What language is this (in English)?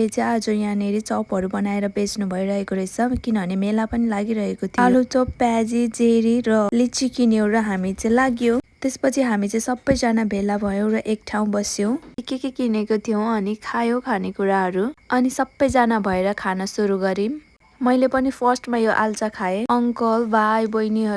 Nepali